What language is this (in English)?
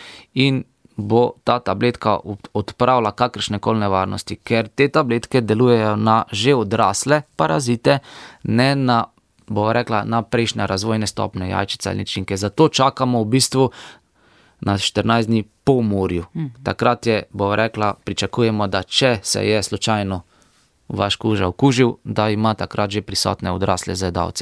Slovenian